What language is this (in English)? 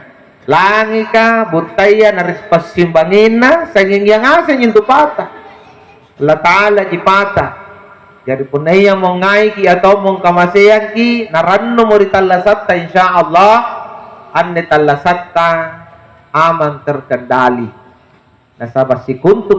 Makasar